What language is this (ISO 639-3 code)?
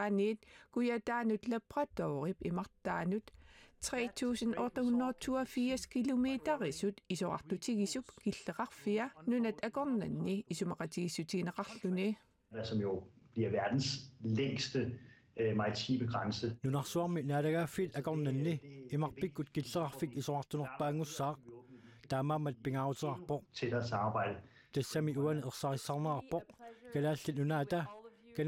kal